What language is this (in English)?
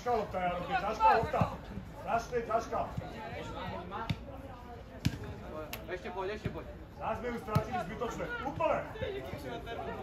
Slovak